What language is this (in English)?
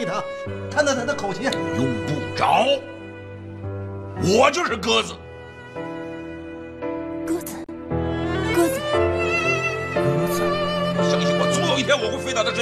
Chinese